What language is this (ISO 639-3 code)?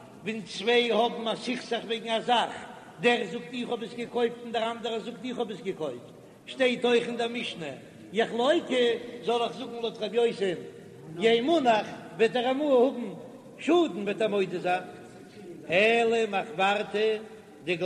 yid